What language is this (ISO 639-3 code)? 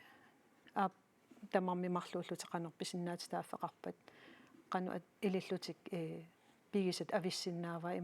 kal